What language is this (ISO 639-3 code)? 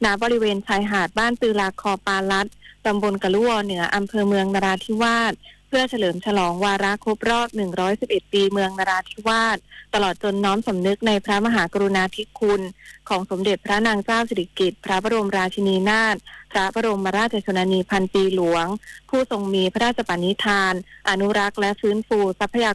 tha